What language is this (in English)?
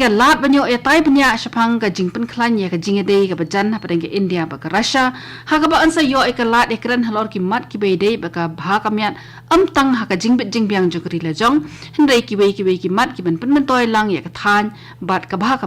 Khasi